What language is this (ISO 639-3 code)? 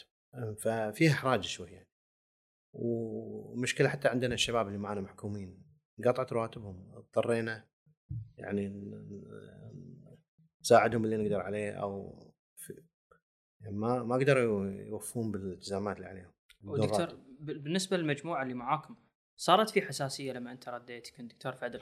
afb